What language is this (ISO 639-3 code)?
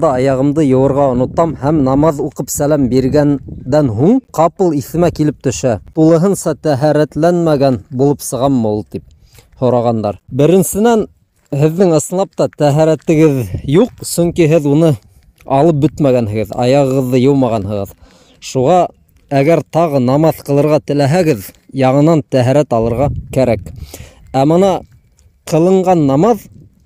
bak